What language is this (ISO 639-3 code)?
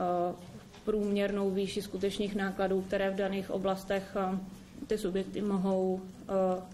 ces